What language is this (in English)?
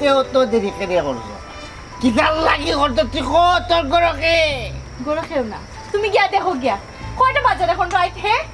Sylheti